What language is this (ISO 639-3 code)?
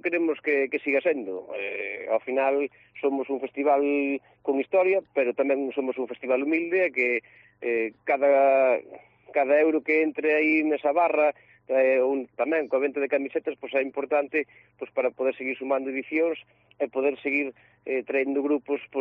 glg